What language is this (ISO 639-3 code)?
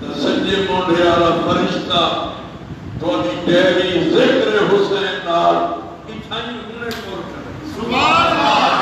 skr